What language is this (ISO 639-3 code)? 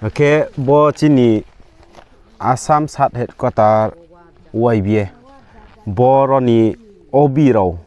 ria